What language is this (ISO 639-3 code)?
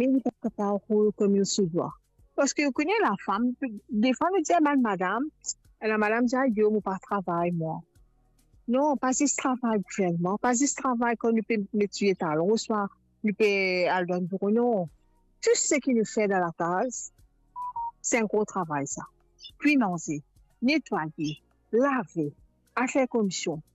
mfe